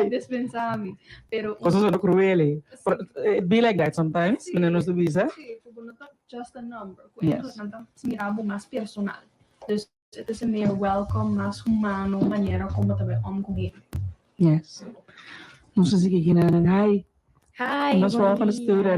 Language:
Papiamento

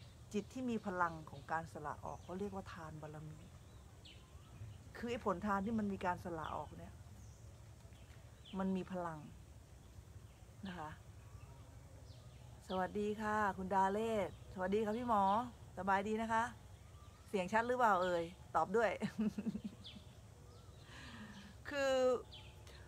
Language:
Thai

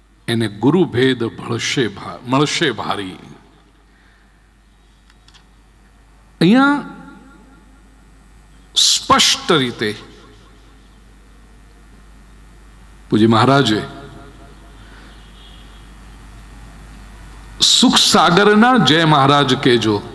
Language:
Gujarati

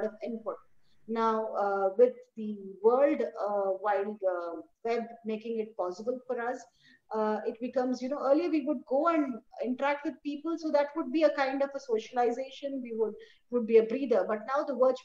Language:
English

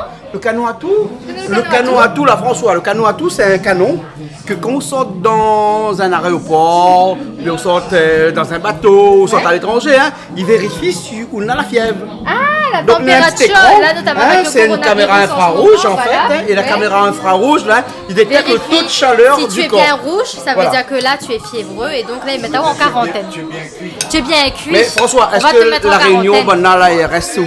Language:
Réunion Creole French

